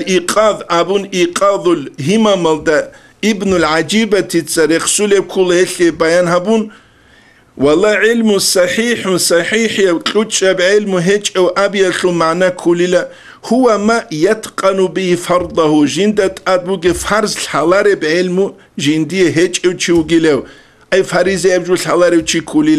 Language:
Avaric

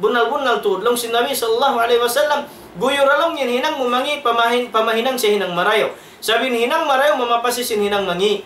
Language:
Tausug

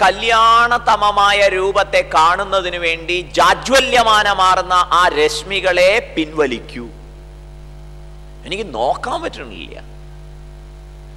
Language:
Malayalam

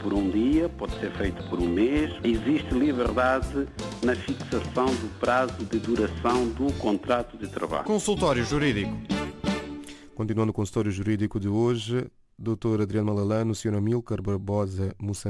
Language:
Portuguese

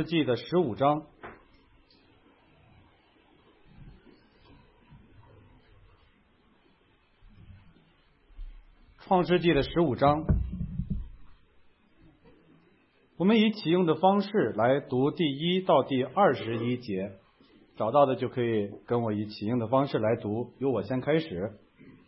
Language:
Chinese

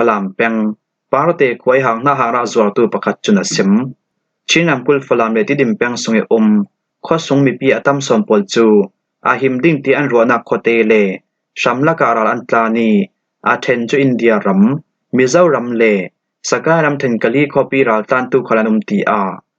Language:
Falam Chin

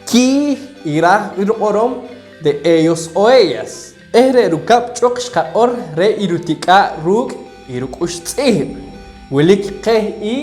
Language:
Poqomchi'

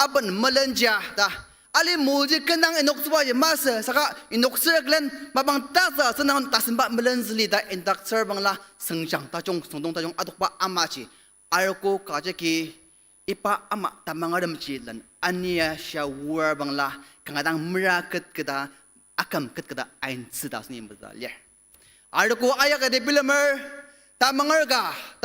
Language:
Ao Naga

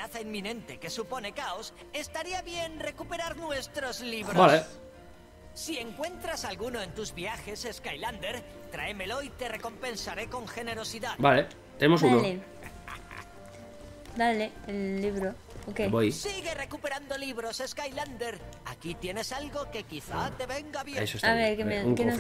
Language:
Spanish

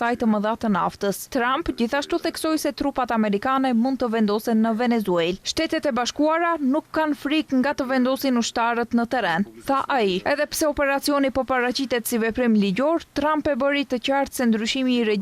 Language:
Albanian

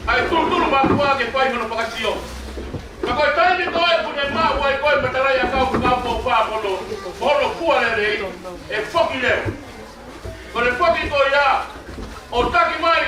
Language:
Tongan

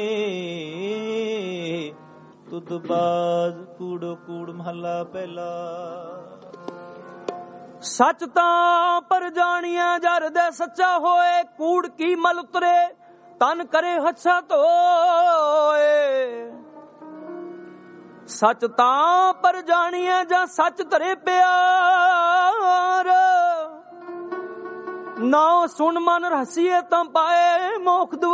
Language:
Punjabi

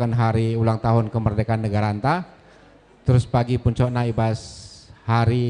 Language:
Batak Karo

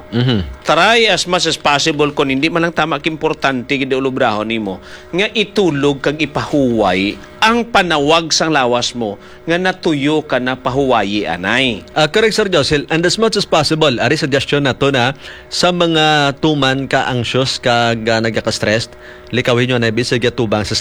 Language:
Hiligaynon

